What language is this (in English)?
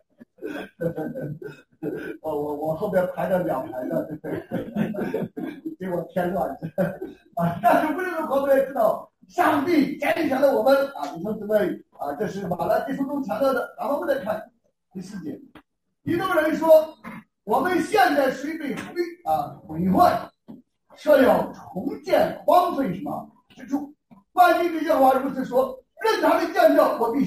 Chinese